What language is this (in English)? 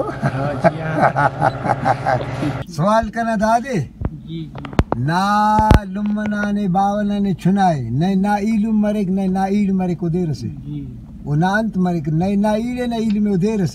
Brahui